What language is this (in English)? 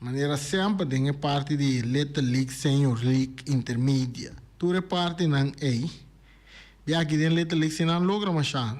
Papiamento